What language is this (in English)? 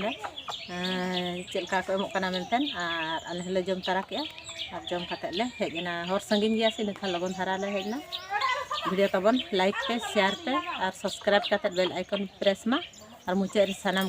Santali